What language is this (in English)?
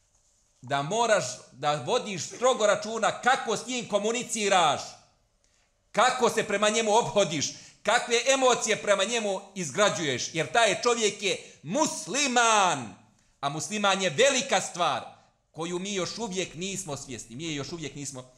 Bosnian